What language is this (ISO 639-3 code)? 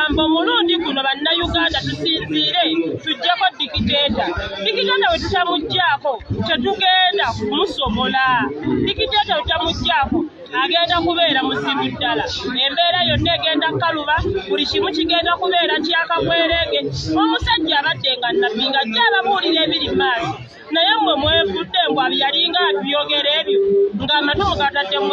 lug